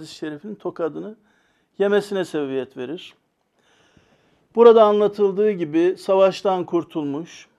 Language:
Turkish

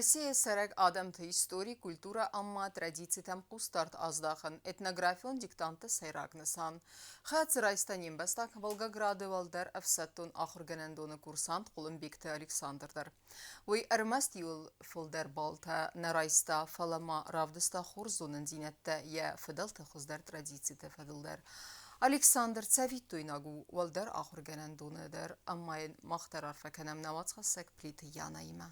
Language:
Ossetic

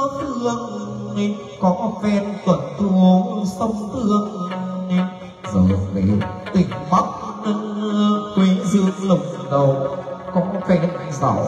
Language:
Vietnamese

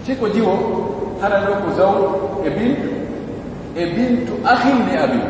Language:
Pular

